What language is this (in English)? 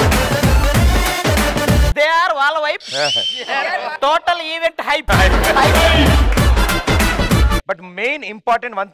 Telugu